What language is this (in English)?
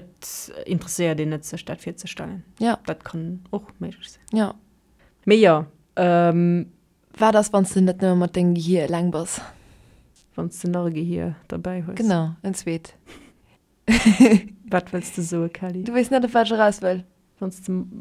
Luxembourgish